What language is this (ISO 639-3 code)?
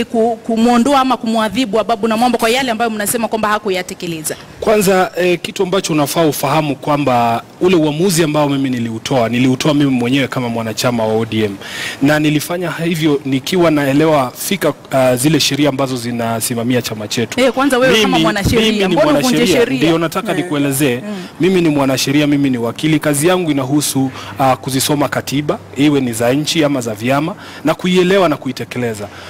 swa